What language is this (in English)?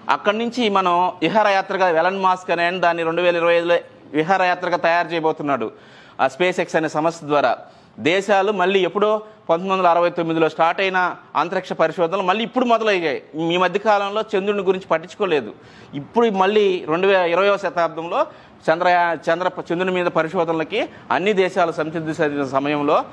Telugu